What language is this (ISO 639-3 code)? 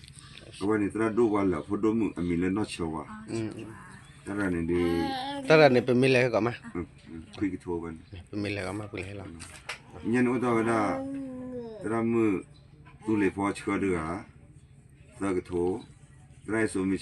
ksw